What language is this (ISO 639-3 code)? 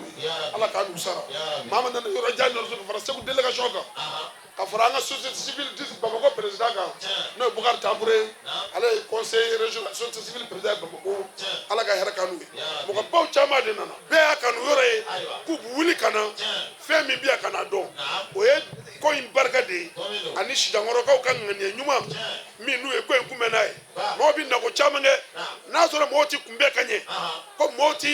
bam